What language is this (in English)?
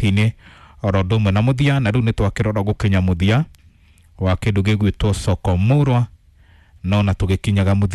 Kikuyu